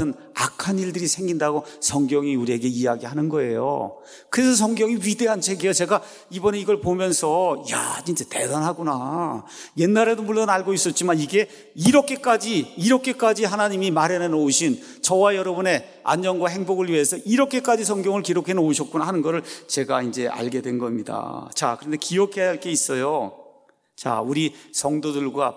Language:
Korean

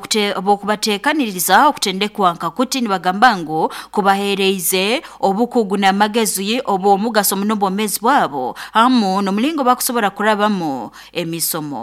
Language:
Nyoro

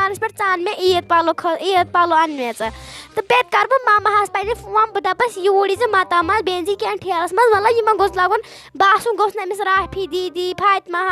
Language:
Kashmiri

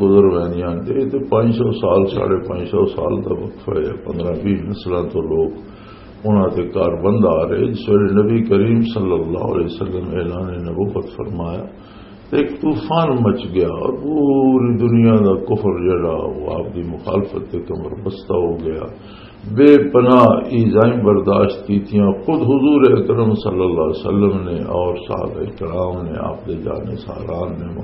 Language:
Western Panjabi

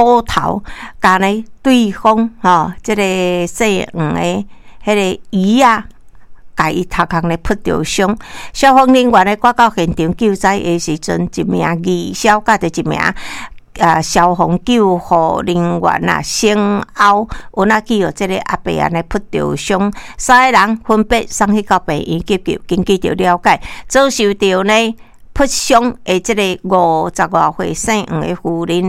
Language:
Min Nan Chinese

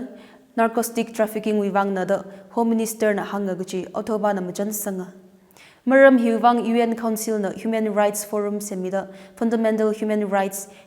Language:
Tangkhul Naga (India)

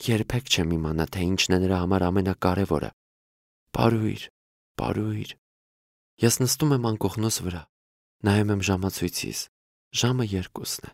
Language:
Armenian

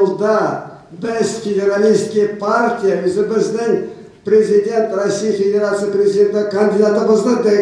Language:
Chuvash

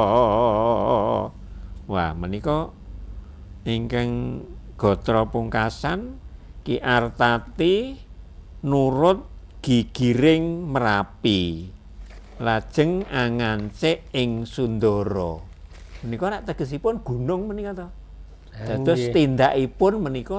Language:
Javanese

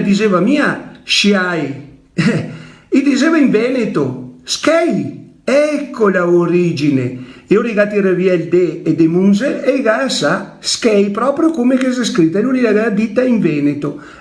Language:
Venetian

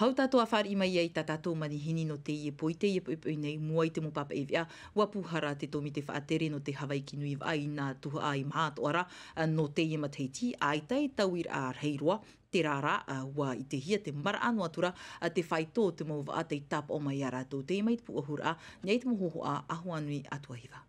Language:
Tahitian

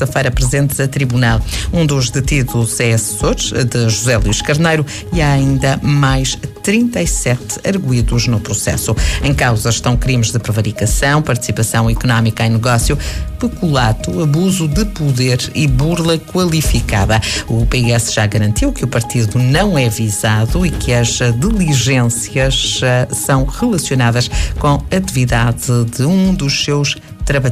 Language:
Portuguese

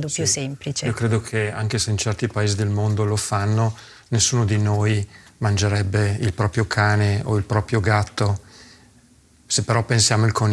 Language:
Italian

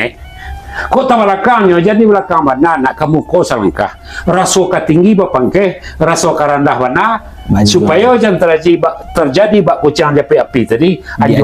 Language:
Minangkabau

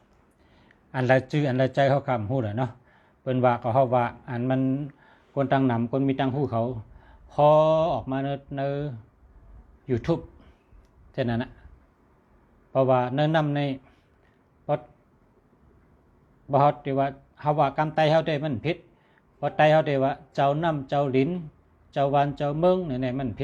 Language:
Shan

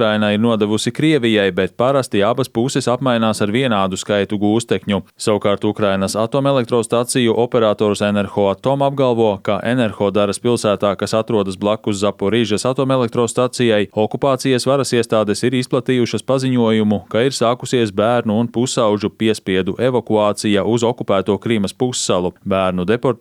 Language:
Latvian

